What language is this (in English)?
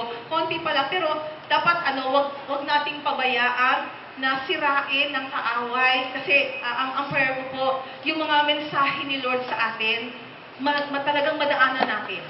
Filipino